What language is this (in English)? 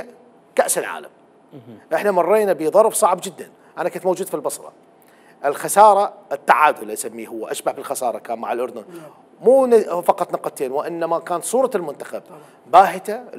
Mesopotamian Arabic